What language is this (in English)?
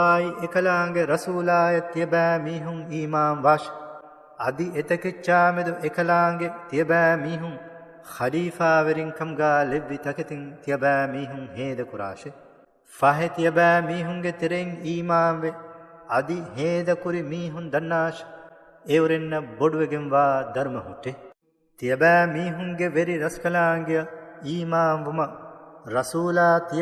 Divehi